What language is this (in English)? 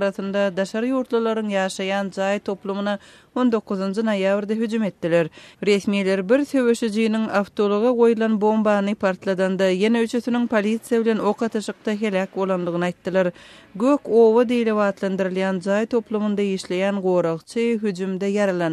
Turkmen